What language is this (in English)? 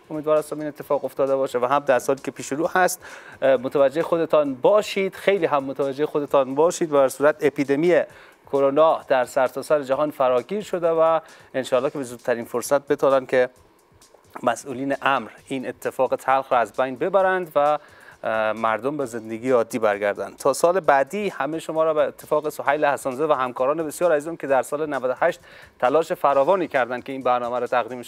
Persian